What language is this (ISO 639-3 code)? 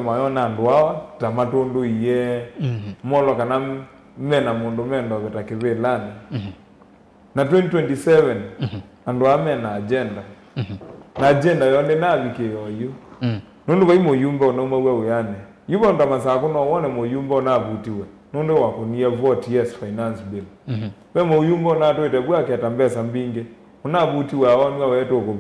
kam